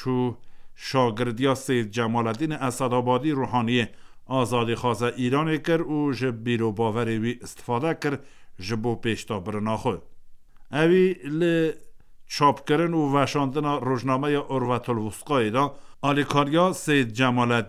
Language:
Kurdish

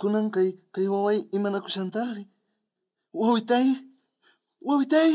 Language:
South Bolivian Quechua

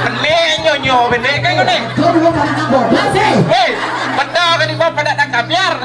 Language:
Balinese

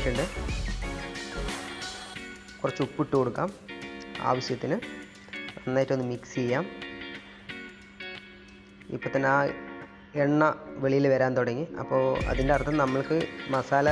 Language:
Malayalam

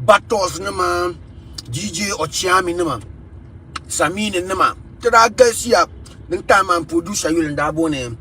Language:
Dagbani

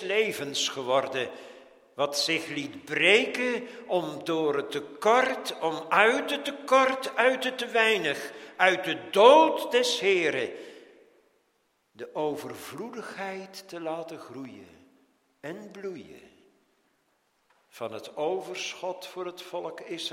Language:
Dutch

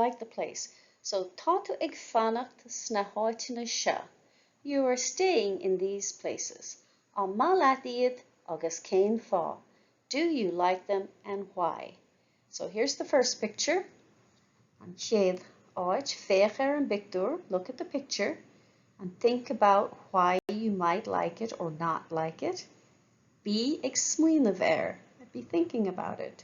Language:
Irish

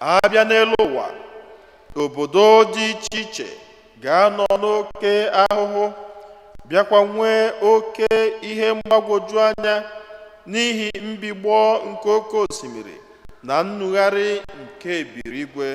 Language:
Igbo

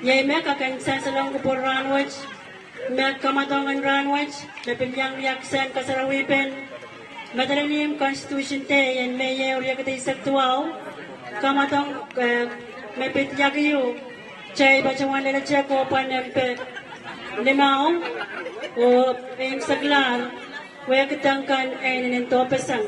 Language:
Pohnpeian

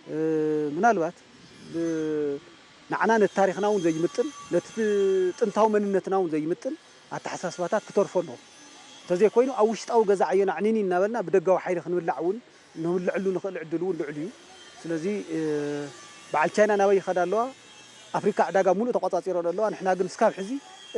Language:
Tigrinya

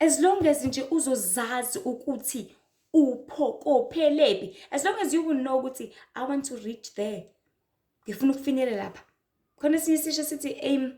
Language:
Zulu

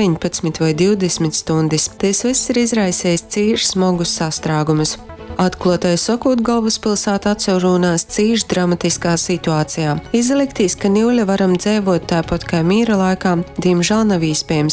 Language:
Latgalian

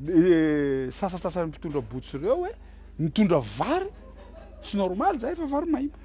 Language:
Malagasy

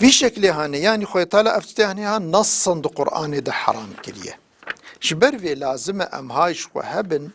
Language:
Kurdish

